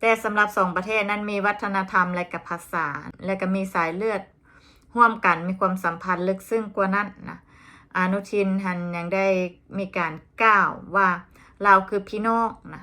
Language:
Lao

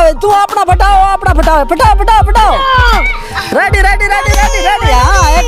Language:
Saraiki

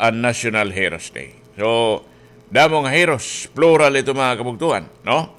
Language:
Waray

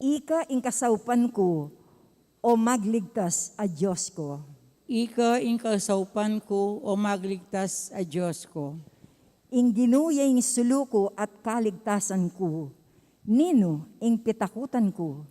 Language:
Pampanga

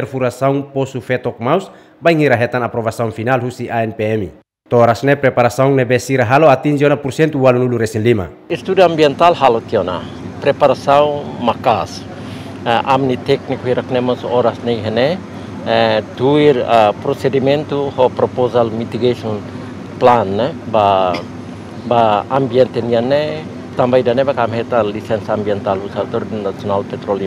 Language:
Tetum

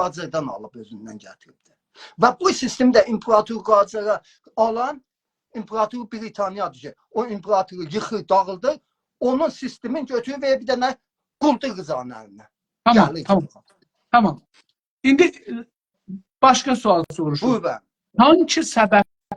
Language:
South Azerbaijani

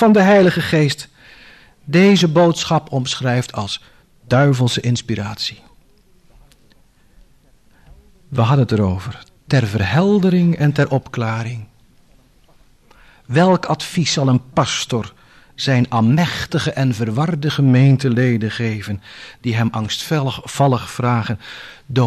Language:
Dutch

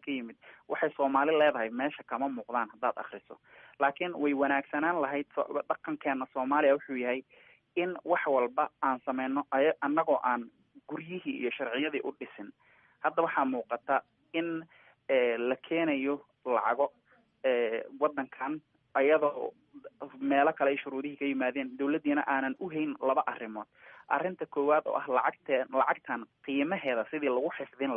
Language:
Somali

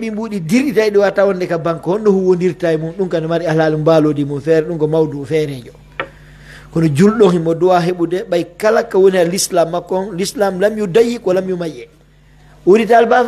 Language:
Pular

